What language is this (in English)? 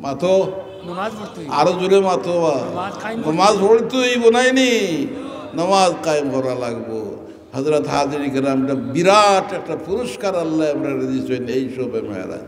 Sylheti